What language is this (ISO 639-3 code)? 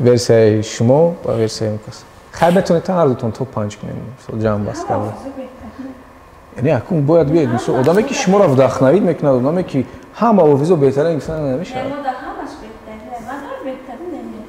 tgk